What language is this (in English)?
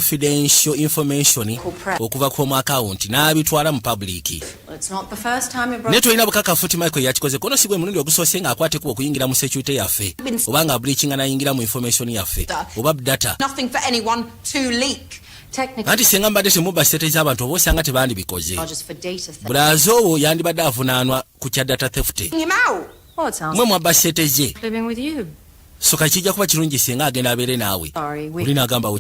Ganda